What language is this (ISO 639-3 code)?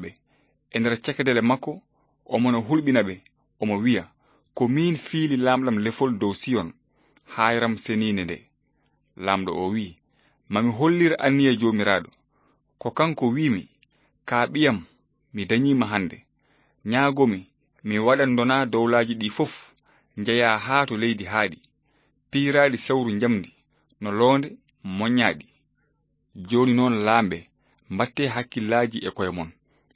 ful